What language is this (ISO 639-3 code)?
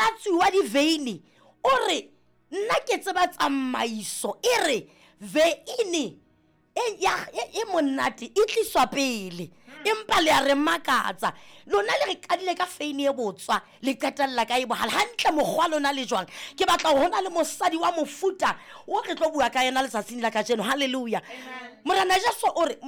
sot